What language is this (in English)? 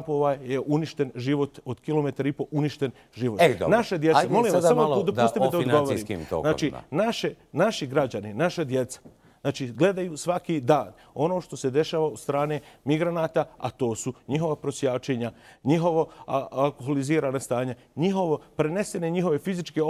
Bosnian